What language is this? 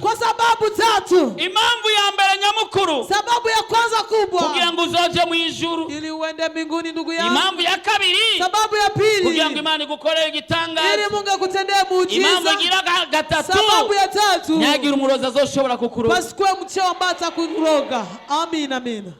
Rundi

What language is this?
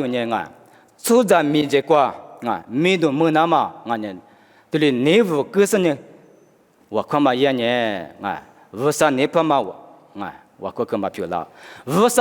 Lisu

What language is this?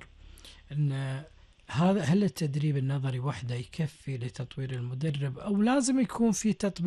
Gulf Arabic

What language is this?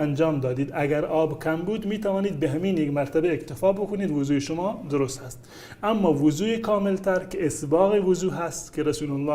Persian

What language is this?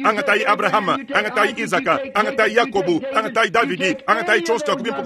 Luba-Lulua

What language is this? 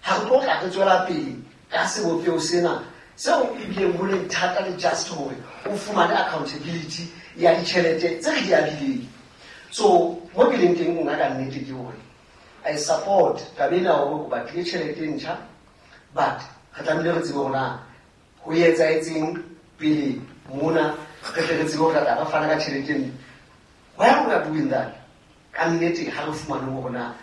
Southern Sotho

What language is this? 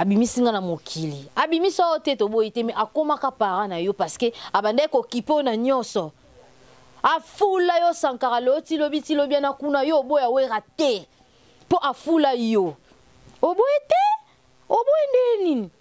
Lingala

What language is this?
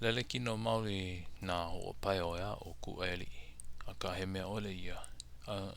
Hawaiian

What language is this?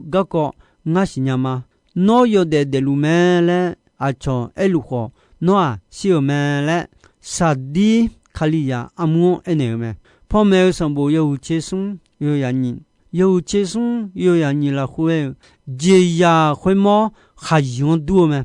Akha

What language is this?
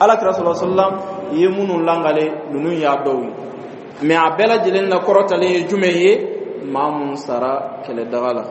Dyula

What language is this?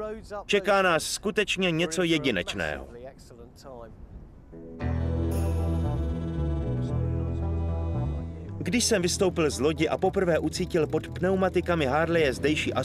Czech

